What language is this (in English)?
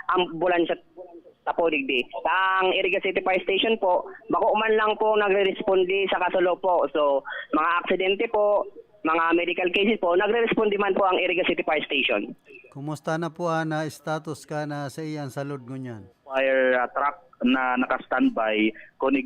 Bikol